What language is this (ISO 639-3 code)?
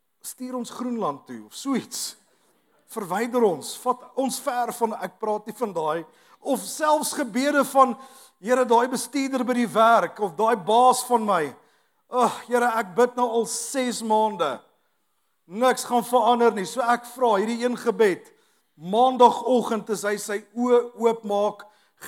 afr